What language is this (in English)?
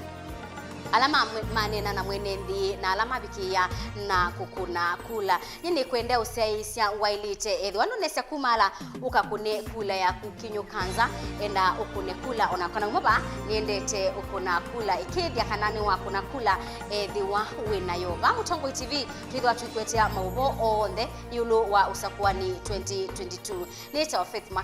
Kamba